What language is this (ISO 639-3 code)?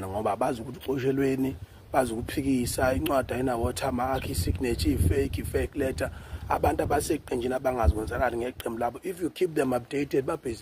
zul